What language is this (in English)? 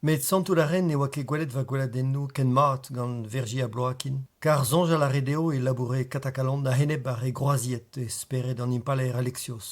Breton